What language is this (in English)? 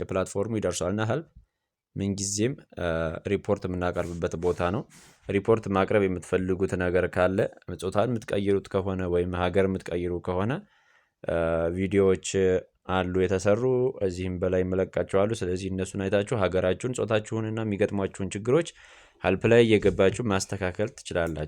Amharic